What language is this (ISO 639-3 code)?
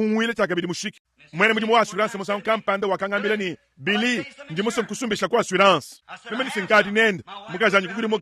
lua